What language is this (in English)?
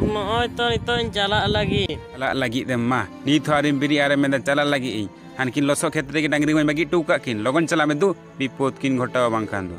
Santali